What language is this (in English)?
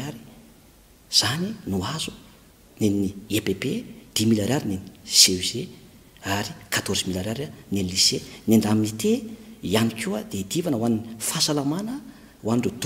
Malagasy